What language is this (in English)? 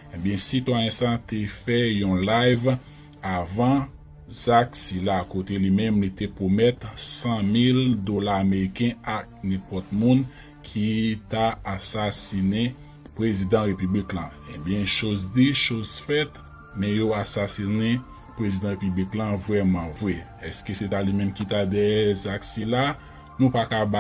Haitian Creole